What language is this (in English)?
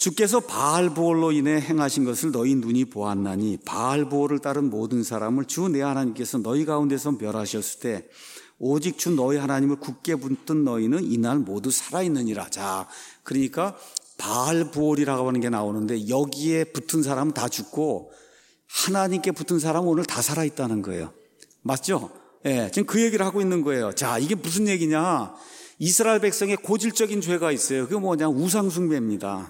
Korean